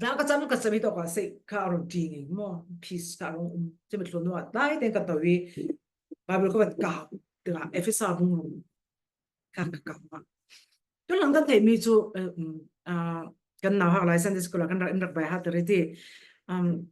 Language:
Falam Chin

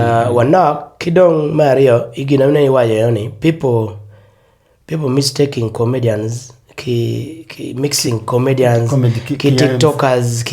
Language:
Acoli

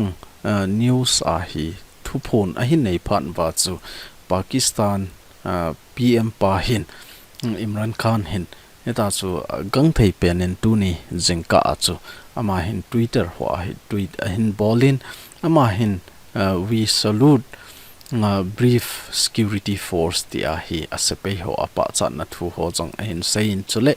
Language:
Thado Chin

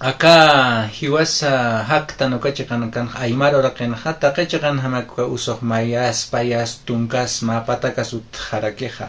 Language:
Aymara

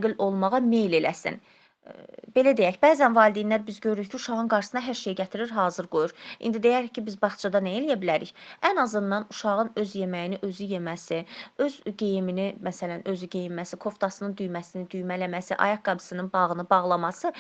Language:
Azerbaijani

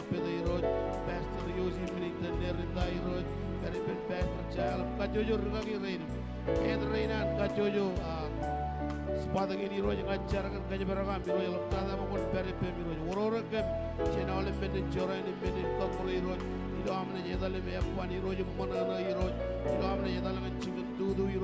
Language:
Marshallese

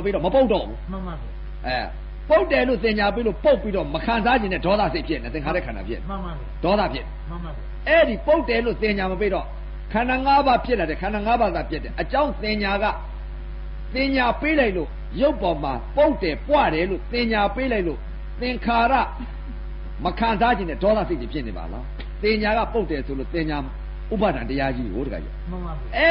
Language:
Burmese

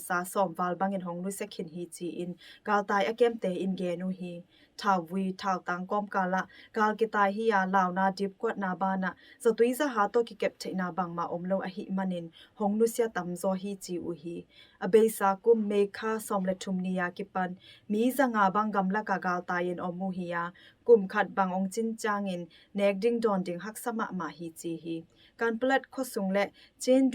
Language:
Tedim Chin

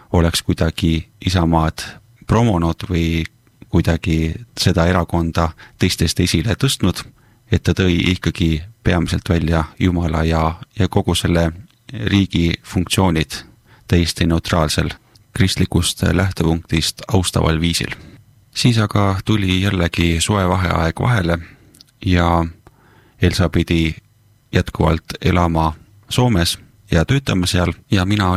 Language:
Estonian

